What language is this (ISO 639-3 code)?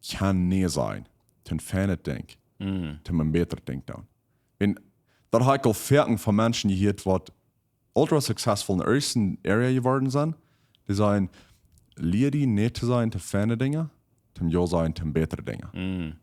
pdt